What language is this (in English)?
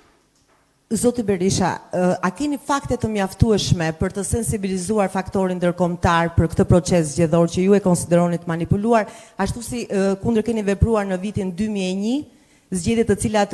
Albanian